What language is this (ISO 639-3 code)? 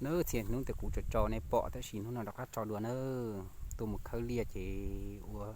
hmn